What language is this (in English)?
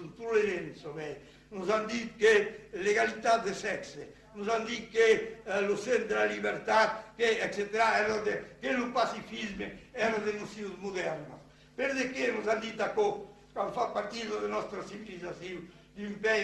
Occitan